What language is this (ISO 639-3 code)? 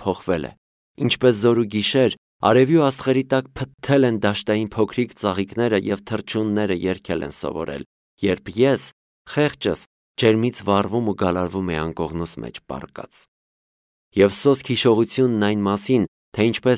hye